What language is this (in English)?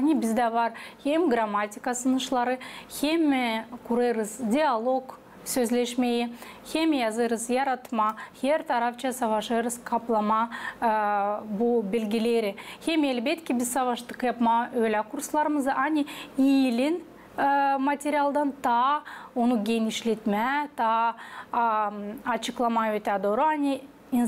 Gagauz